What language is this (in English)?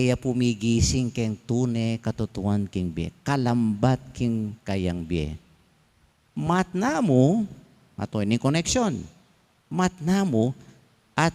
Pampanga